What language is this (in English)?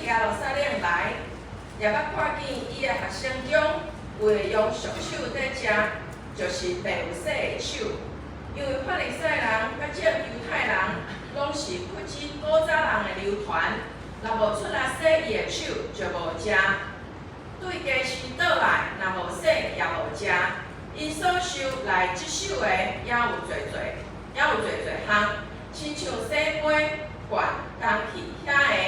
Min Nan Chinese